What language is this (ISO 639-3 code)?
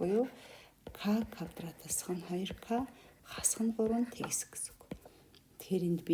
mon